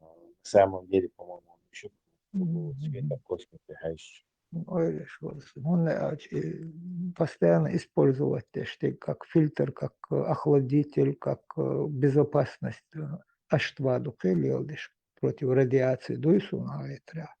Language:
Chechen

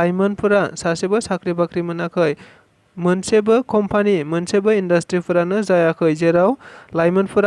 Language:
Bodo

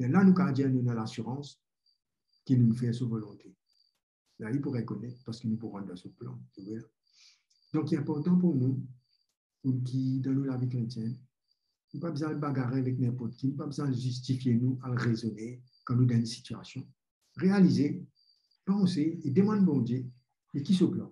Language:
Morisyen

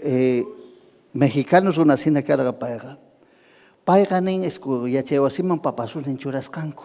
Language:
Ayacucho Quechua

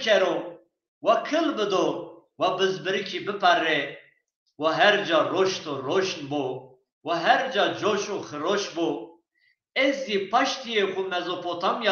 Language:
Zaza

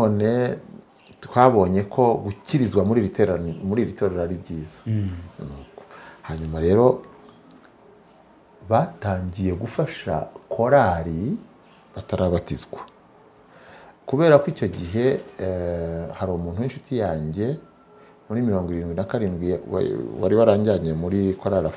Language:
Kinyarwanda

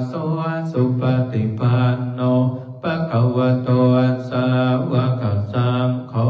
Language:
Pali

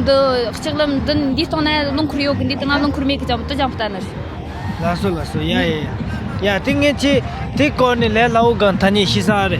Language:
Tibetan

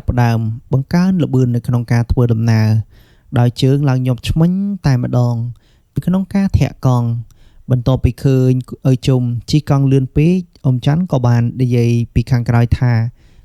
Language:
Khmer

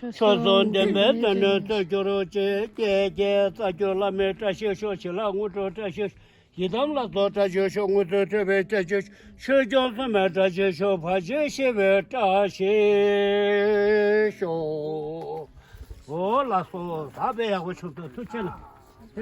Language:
Tibetan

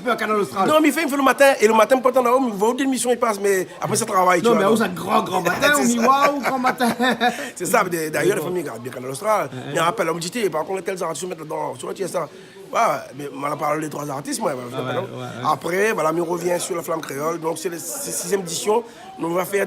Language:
Réunion Creole French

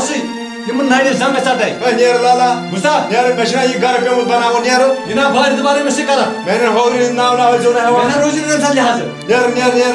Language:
Kashmiri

